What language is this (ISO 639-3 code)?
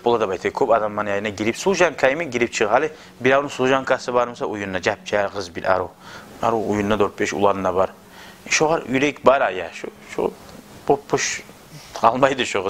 kum